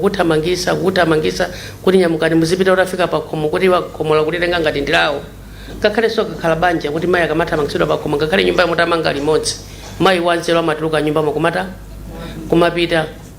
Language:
Nyanja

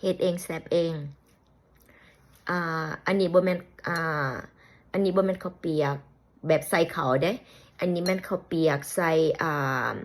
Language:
Lao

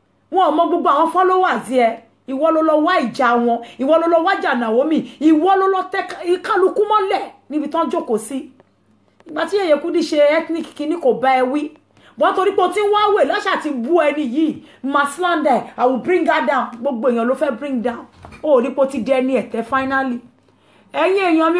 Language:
Yoruba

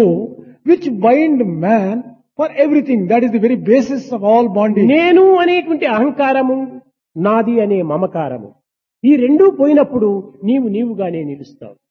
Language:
Telugu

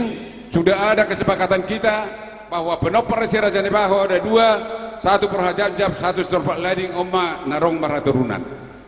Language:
Batak Toba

